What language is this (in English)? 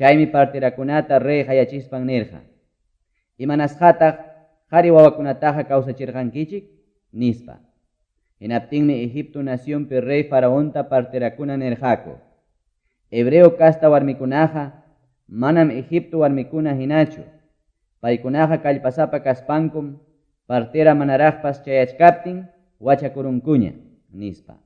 Quechua